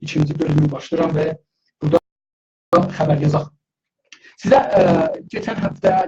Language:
South Azerbaijani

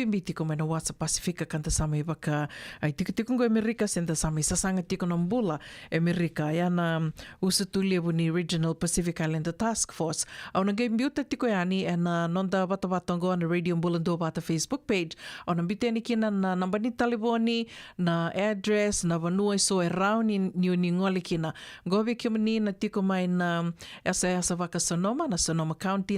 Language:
Fijian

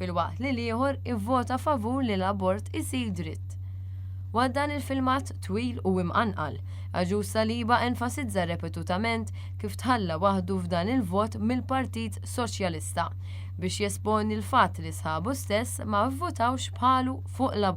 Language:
Maltese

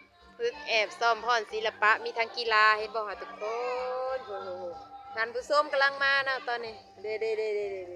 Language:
Lao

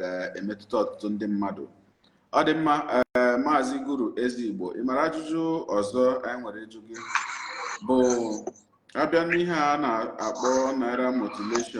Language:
Igbo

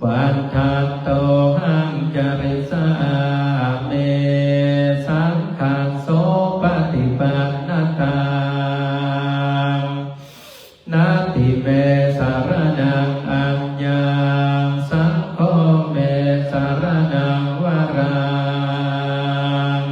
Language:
Pali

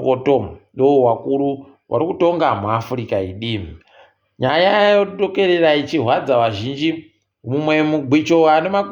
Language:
Ndau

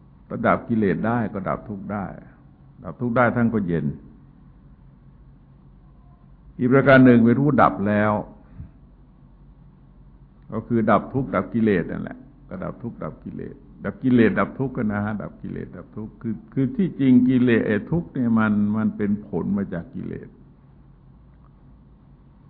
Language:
Thai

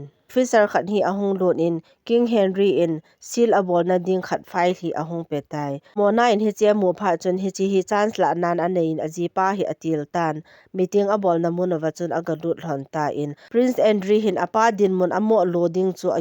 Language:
Thado Chin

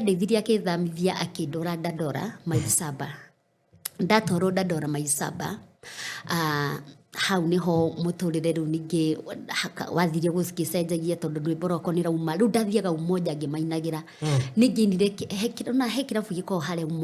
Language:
Kikuyu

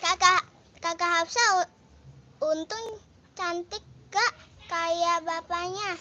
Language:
Betawi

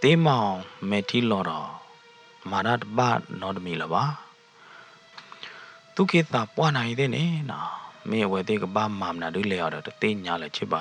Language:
S'gaw Karen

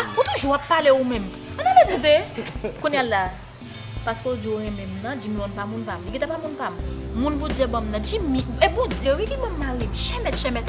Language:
Haitian Creole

